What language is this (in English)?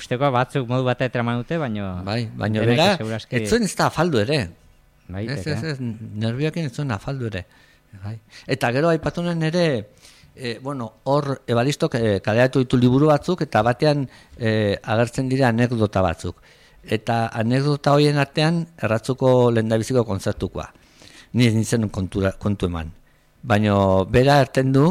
Basque